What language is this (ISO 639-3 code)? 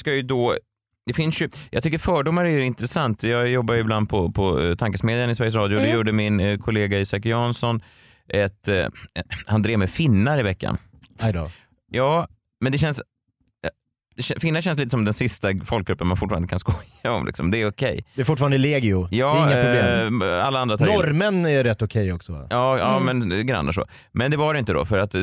swe